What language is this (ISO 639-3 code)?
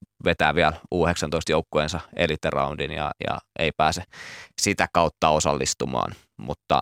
fin